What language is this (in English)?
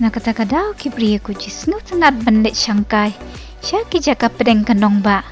Khasi